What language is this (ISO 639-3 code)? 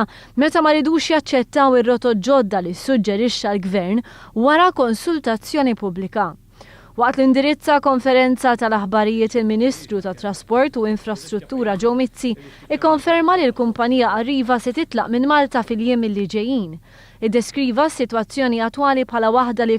mlt